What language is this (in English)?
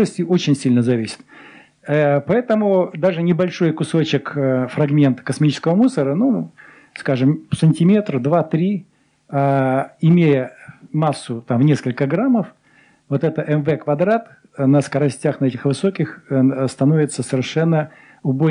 Russian